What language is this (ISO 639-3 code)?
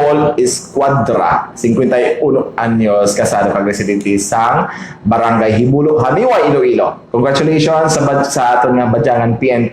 hil